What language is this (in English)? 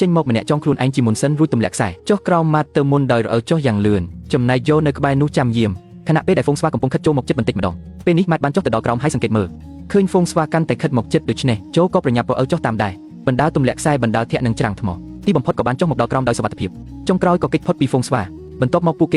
Khmer